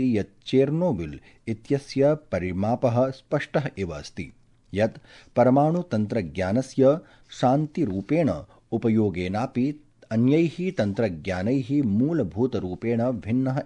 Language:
Sanskrit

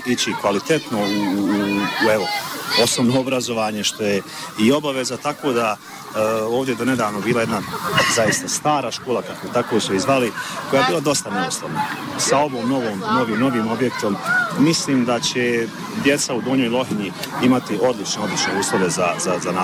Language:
Bosnian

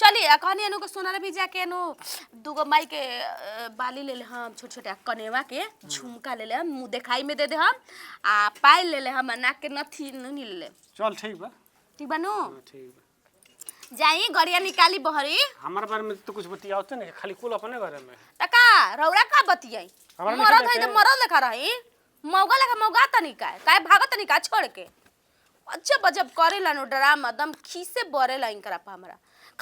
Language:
Bhojpuri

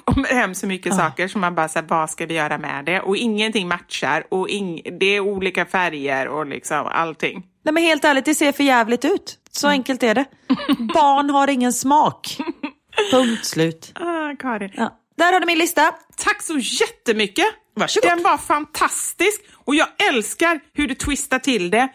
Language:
Swedish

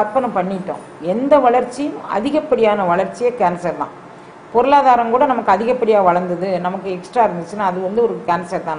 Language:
Tamil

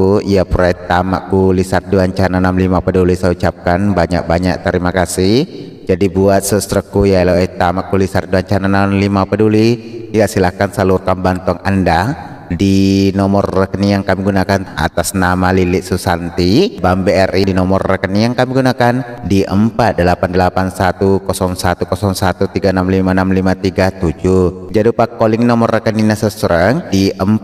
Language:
Buginese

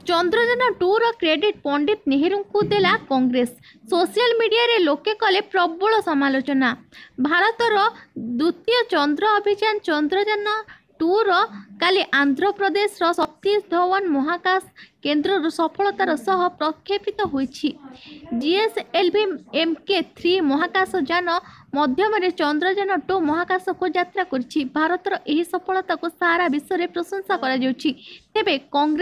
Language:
Odia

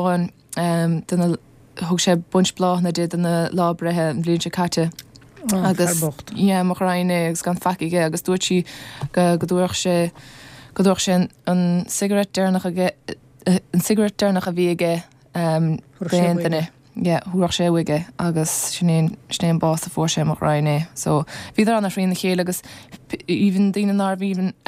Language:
Irish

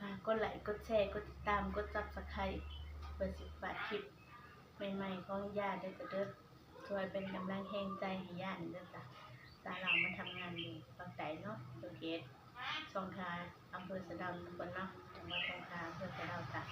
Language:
Northeastern Thai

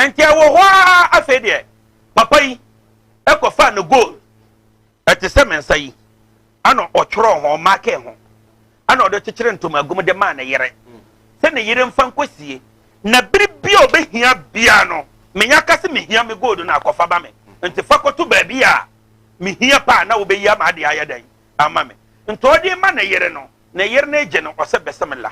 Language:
Akan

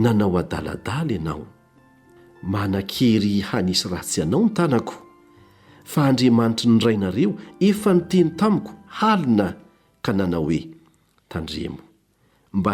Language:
Malagasy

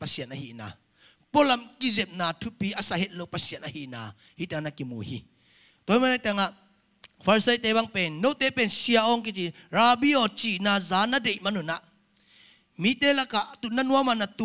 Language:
Tedim Chin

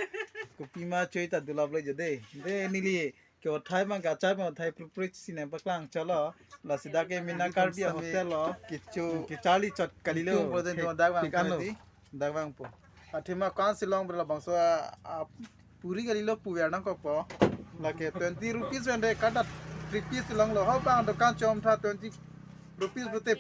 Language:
Karbi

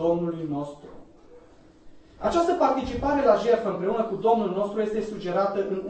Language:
Romanian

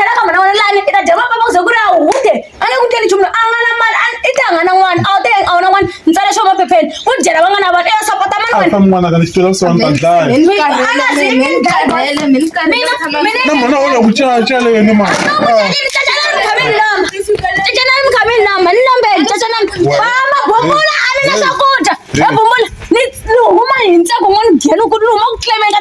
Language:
Tsonga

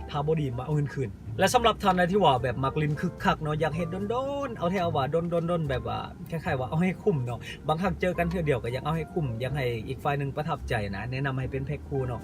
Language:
Lao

